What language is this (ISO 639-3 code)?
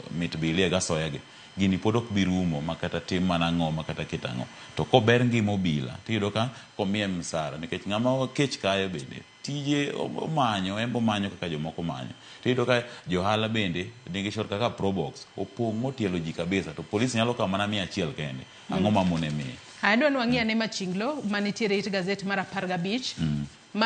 luo